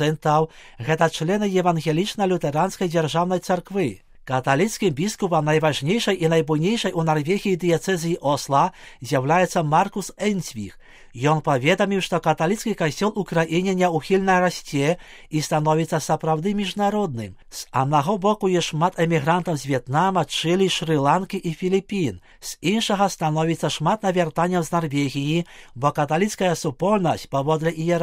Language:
Belarusian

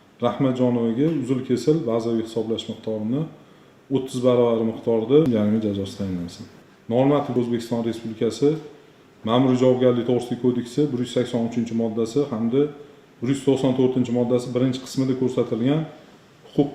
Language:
Uzbek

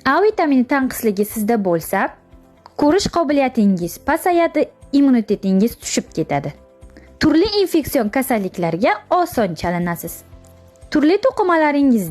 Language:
Uzbek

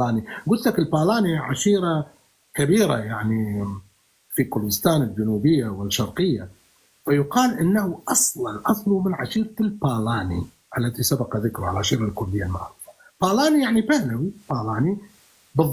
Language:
North Levantine Arabic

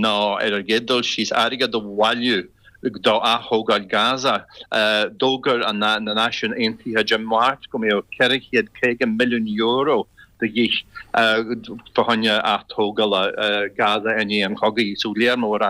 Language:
Irish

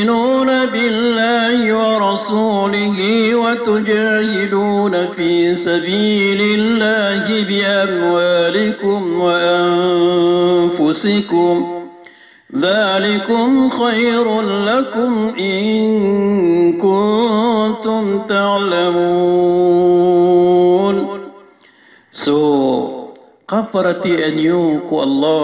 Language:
Maranao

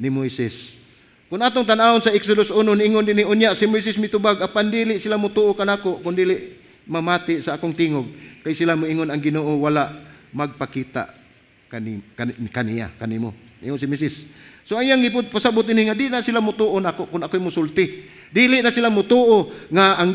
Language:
Cebuano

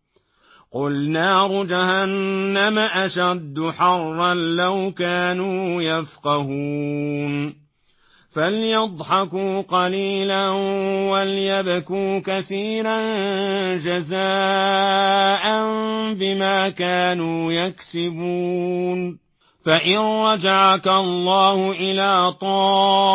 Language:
Arabic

